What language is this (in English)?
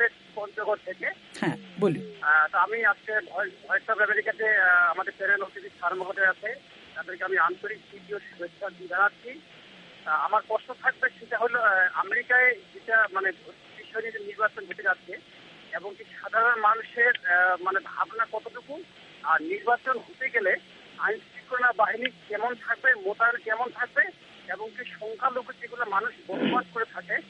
Bangla